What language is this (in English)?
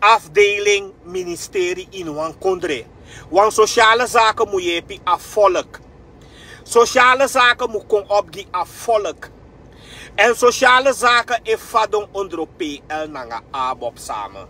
Sranan Tongo